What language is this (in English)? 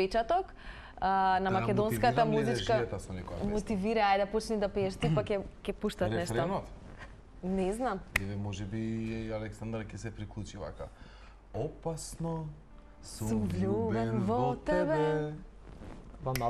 Macedonian